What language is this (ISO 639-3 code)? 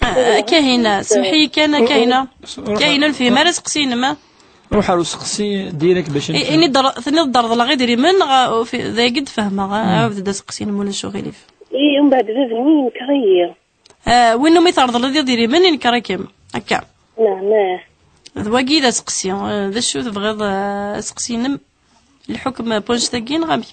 kab